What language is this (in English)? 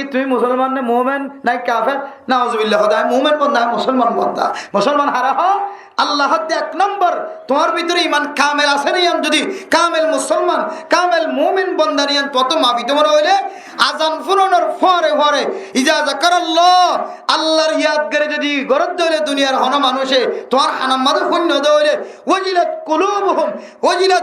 Rohingya